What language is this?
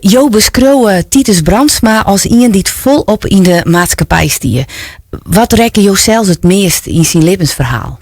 Western Frisian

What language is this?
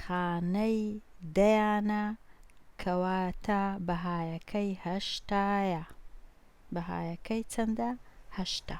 Central Kurdish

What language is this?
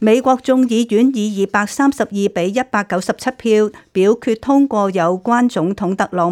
Cantonese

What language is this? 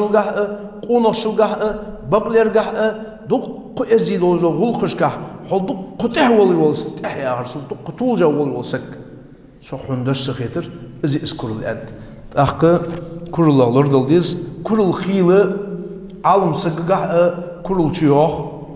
Ingush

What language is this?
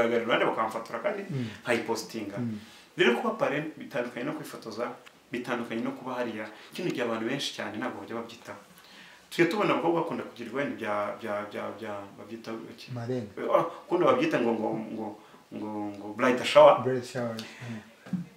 Kinyarwanda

